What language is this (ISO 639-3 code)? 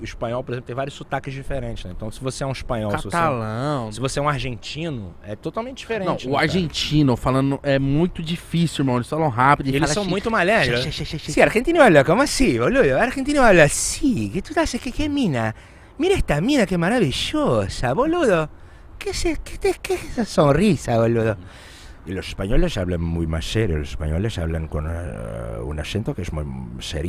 por